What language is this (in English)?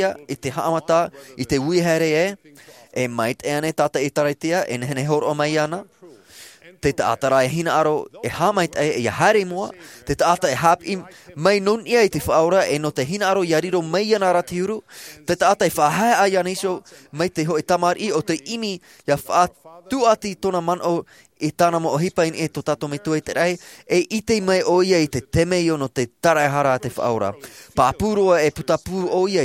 Tahitian